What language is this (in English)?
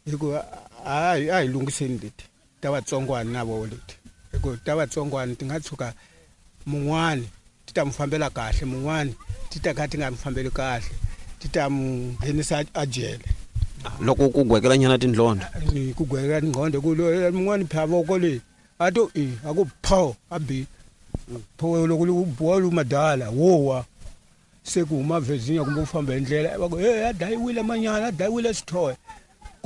Tsonga